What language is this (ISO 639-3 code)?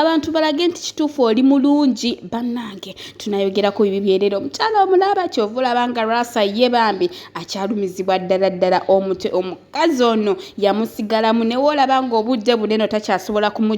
lug